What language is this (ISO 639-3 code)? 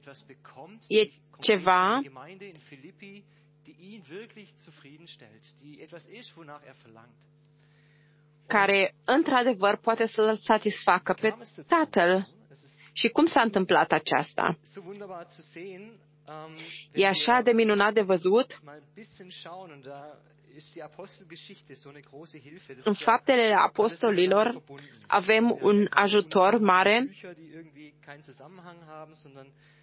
ron